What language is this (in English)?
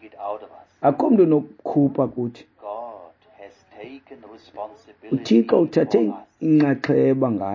Xhosa